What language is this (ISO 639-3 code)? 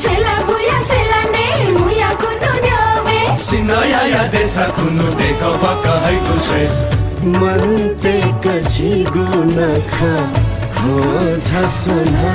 new